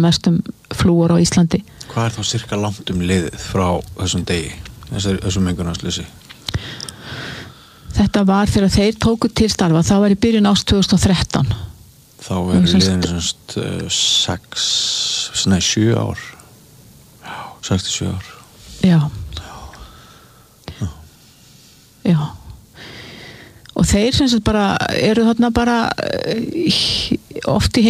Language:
Icelandic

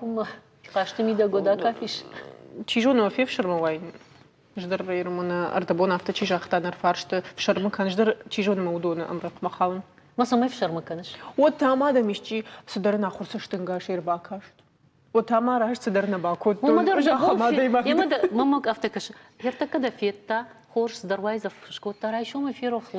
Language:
Ossetic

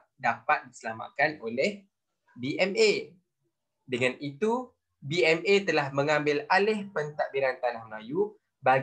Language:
Malay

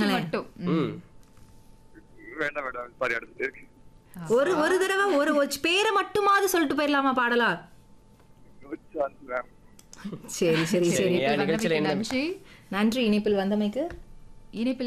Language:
Tamil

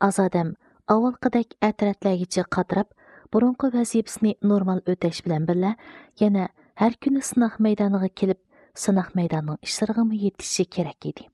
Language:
Uyghur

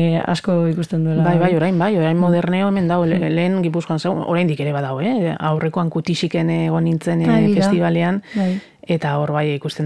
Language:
Basque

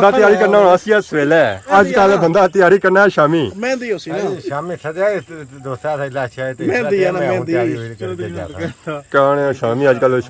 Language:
Pahari-Potwari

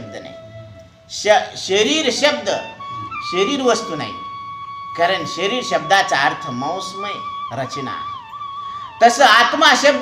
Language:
Marathi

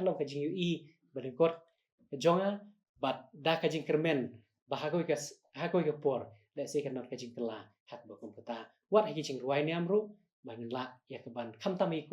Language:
Khasi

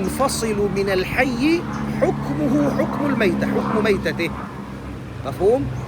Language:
Tausug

